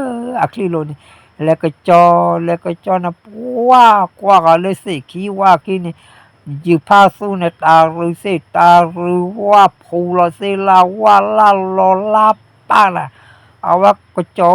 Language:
S'gaw Karen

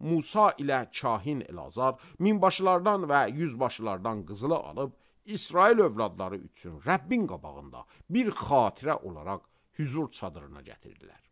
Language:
Azerbaijani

